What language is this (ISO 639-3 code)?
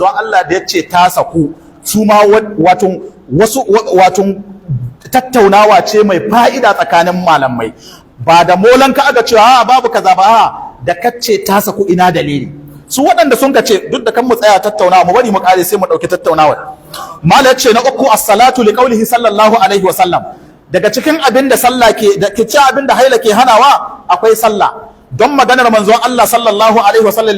hau